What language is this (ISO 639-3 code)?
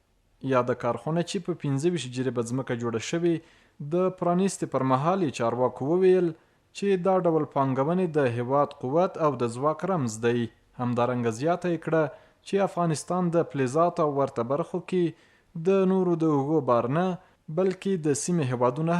pus